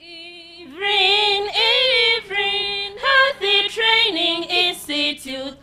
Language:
Nyankole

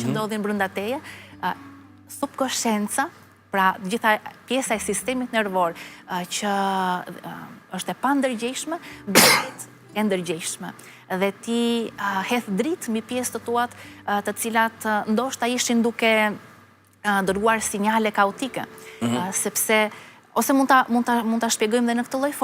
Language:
Albanian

